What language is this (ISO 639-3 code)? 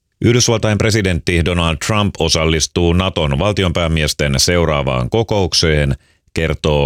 fin